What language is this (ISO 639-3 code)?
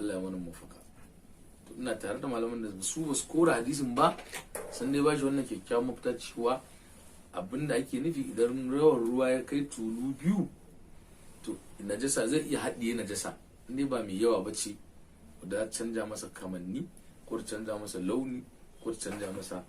hau